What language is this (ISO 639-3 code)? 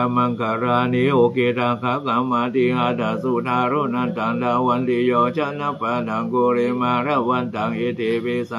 pli